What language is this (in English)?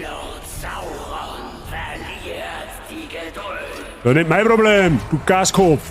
Bavarian